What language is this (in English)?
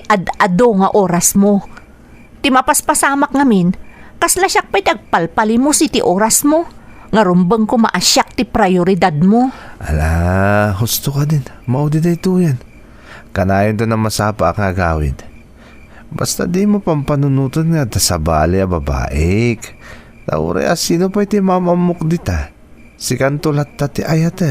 Iloko